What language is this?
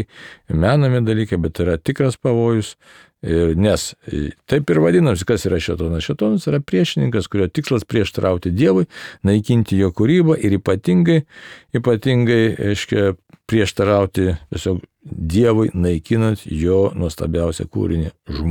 Lithuanian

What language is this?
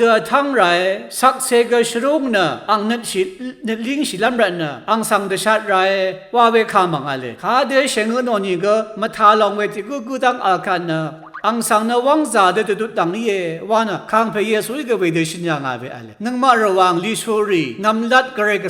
Rawang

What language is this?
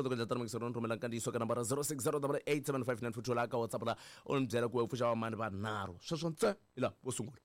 Tsonga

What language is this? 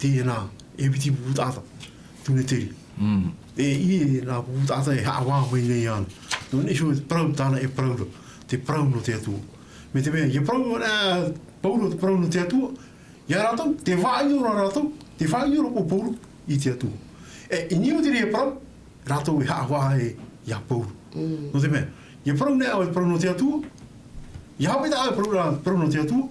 Tahitian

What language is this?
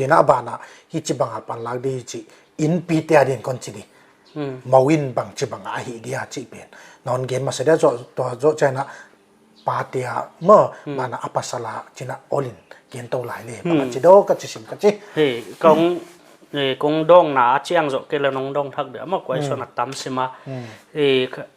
Paite Chin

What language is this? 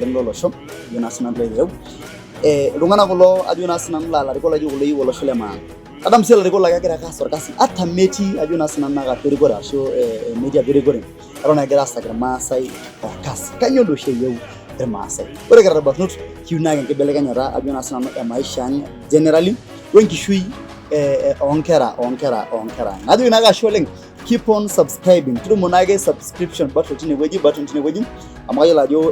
Masai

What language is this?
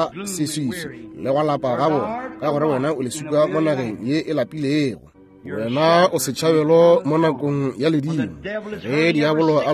Northern Sotho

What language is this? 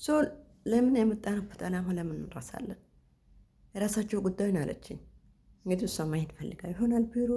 Amharic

